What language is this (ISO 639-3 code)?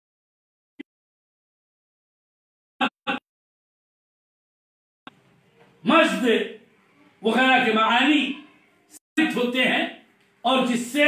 urd